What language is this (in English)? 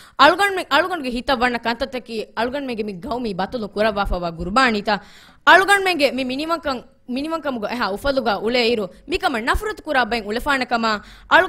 Divehi